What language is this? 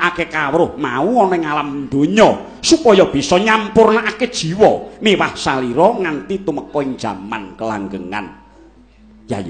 Javanese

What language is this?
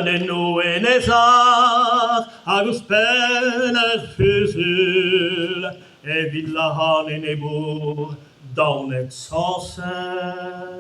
Breton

